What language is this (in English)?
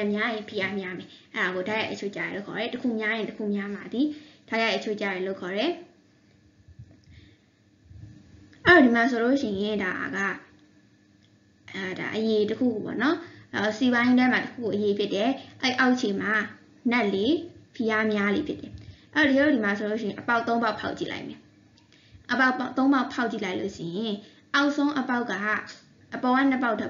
Burmese